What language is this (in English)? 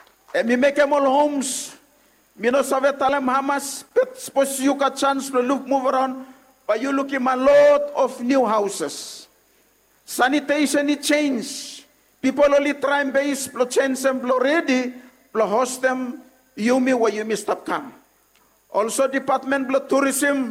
Bislama